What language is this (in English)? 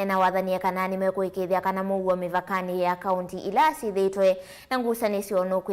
Kamba